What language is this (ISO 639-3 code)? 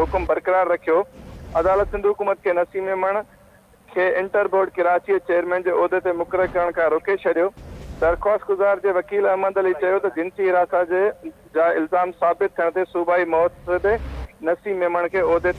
snd